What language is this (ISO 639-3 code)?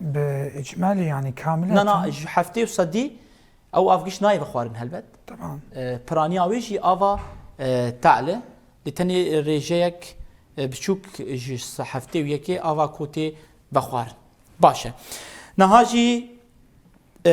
kur